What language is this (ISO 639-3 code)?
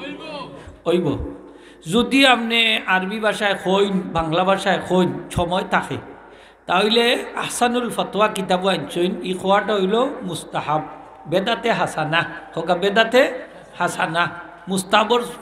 syl